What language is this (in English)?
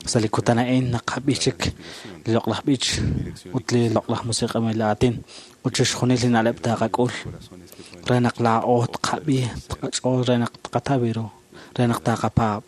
Kekchí